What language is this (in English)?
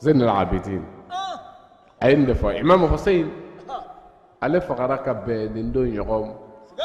Bambara